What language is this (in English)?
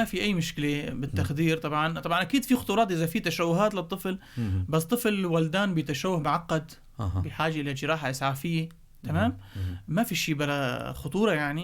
North Levantine Arabic